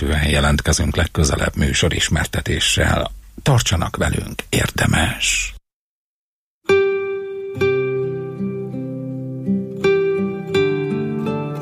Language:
Hungarian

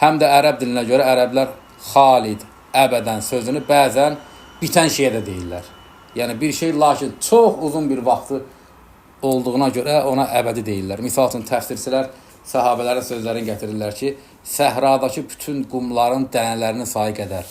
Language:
Azerbaijani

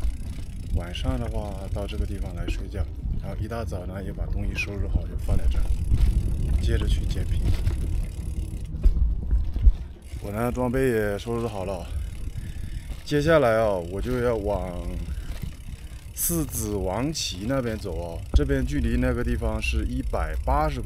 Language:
Chinese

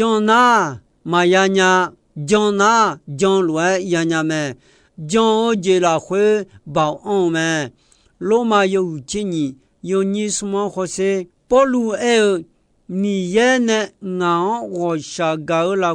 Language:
Akha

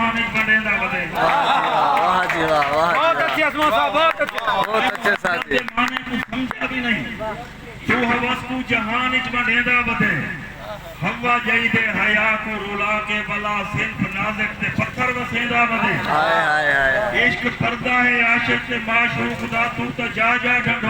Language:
Saraiki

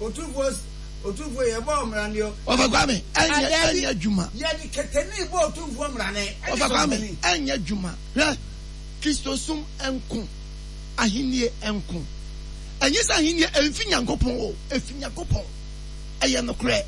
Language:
Akan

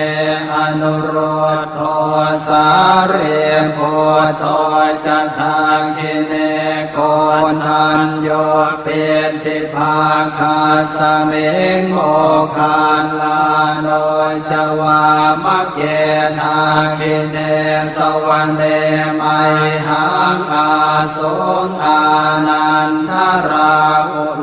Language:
Pali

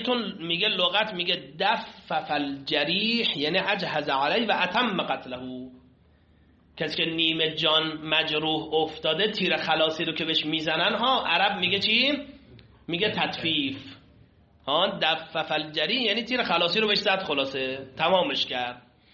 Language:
Persian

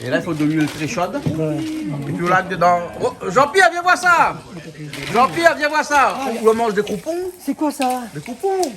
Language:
Réunion Creole French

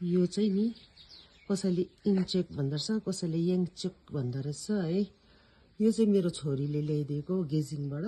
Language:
Nepali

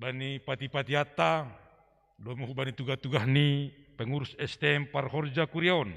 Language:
Batak Simalungun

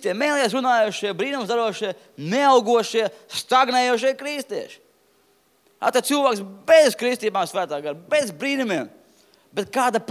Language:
Latvian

